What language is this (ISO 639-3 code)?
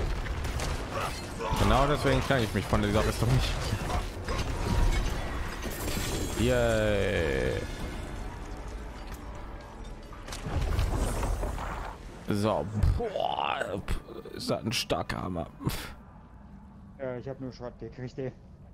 deu